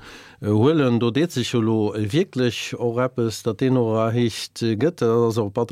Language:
Luxembourgish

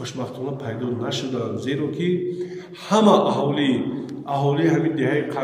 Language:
Tajik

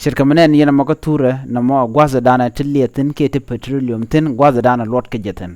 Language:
Nuer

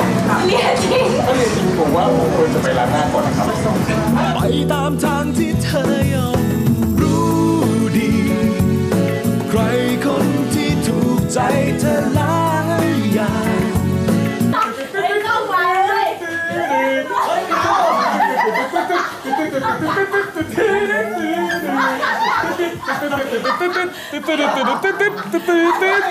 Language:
Thai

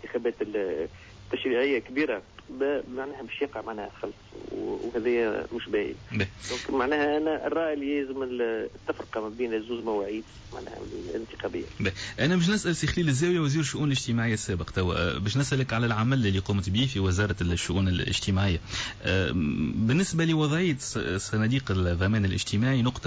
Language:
Tunisian Arabic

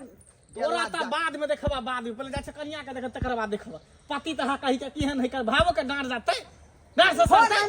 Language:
Maithili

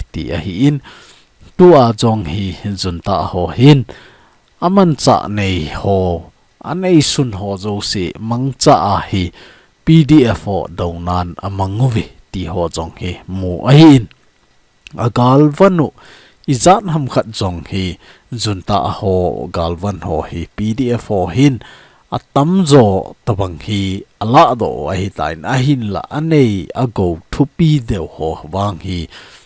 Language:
Thado Chin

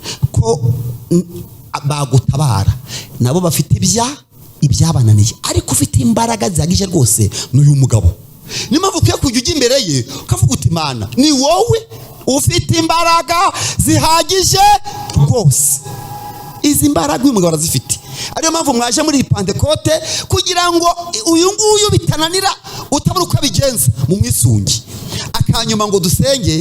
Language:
Kinyarwanda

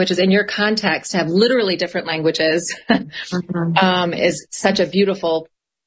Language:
English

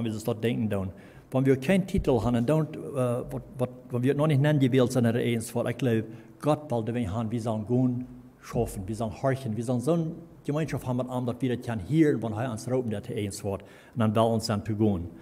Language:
Plautdietsch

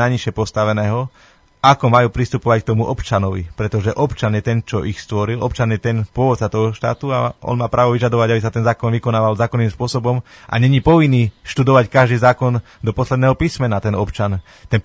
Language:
Slovak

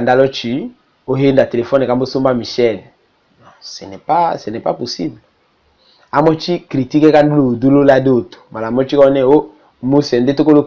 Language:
Tetela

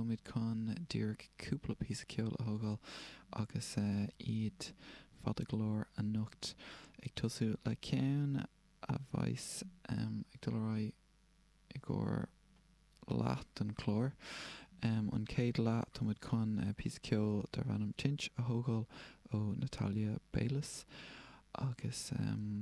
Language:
Irish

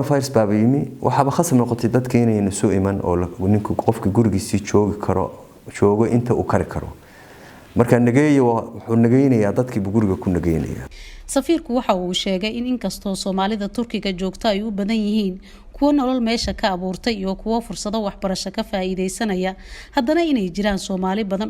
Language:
Somali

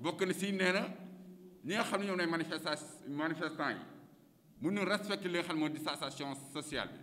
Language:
Wolof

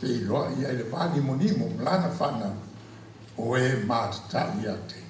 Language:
Samoan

